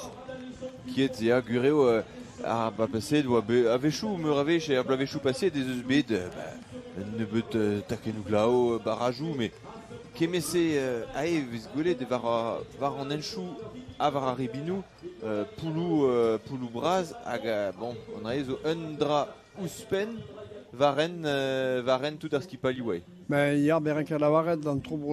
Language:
Breton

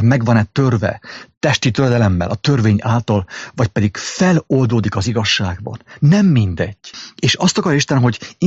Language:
Hungarian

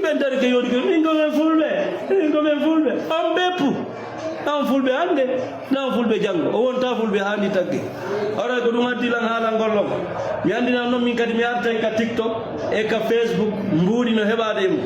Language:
Fula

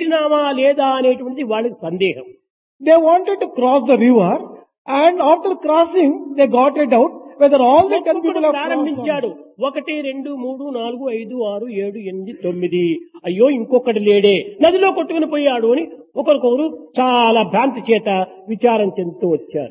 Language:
Telugu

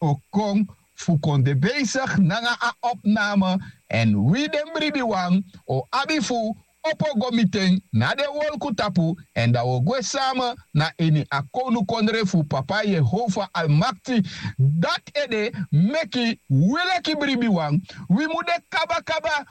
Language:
Sranan Tongo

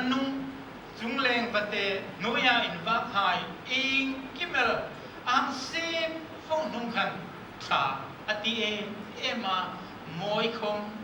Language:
Hmar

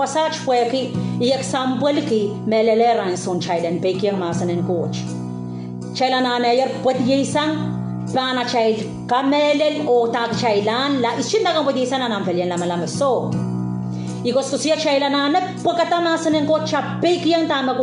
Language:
Pohnpeian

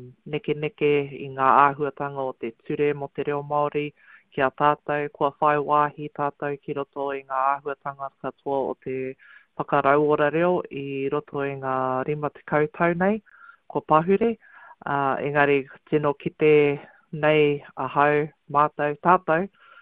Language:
Māori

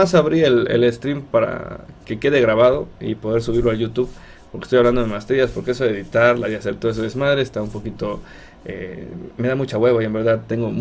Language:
Spanish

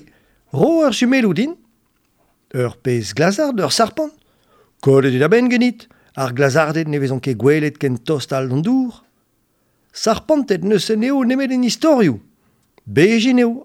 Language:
Breton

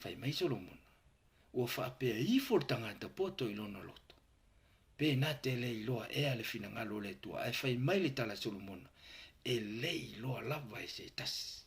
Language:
Samoan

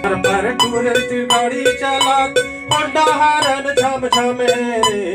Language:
Chhattisgarhi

